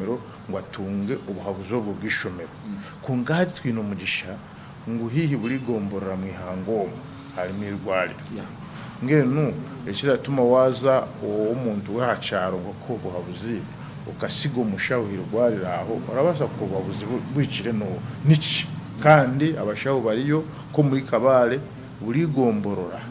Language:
Nyankole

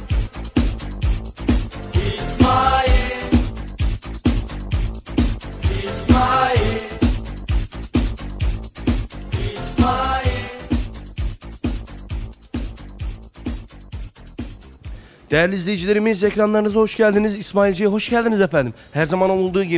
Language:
Turkish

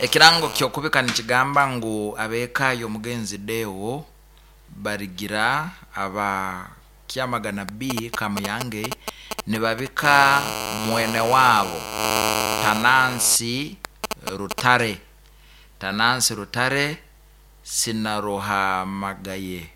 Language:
Nyankole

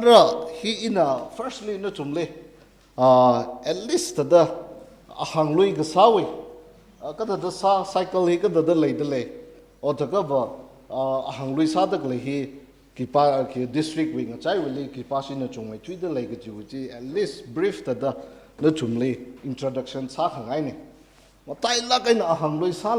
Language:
Tangkhul Naga (India)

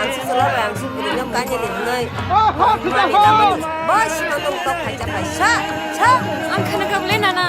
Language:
Kok Borok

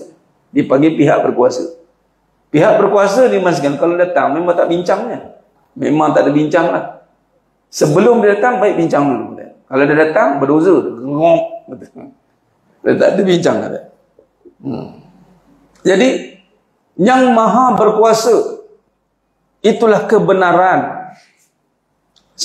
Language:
Malay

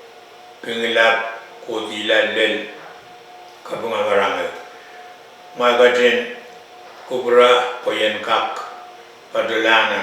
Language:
Pohnpeian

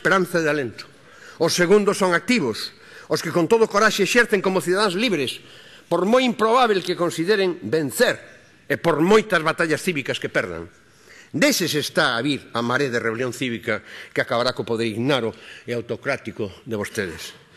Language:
Galician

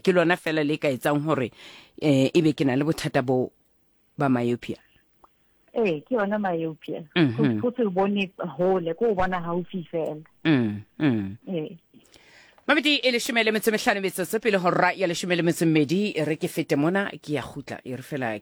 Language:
Southern Sotho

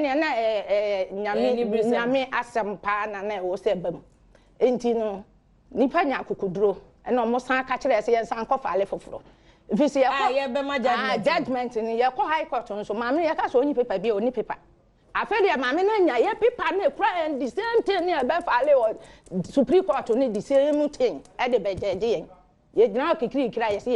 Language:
Akan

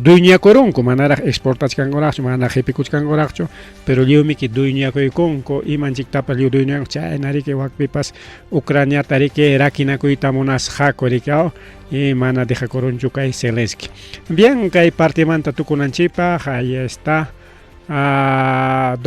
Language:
Ayacucho Quechua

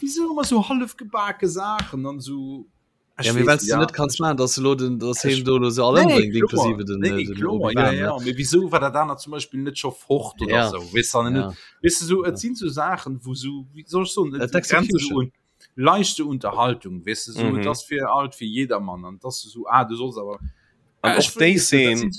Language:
Luxembourgish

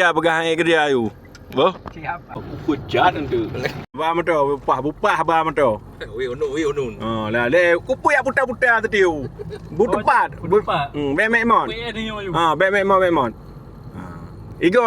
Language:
Achinese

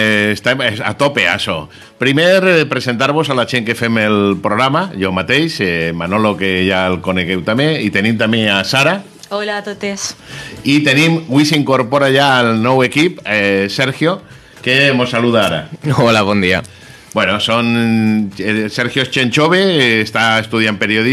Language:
Catalan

